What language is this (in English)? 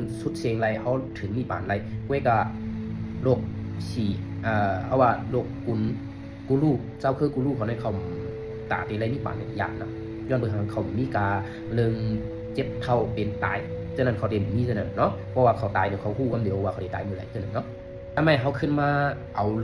Shan